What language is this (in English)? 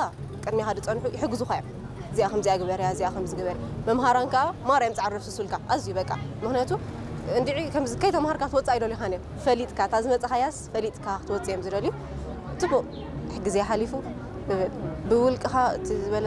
Tigrinya